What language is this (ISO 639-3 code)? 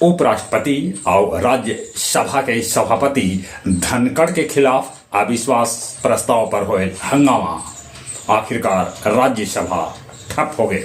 mag